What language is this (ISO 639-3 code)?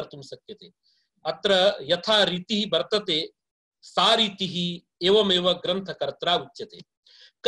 san